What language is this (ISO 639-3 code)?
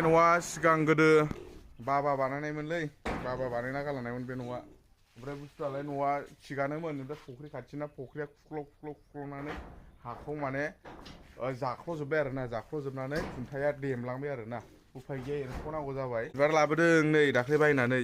brx